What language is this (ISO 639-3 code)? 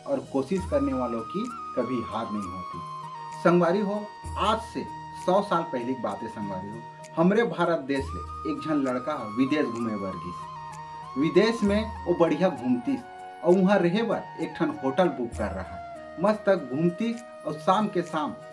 hne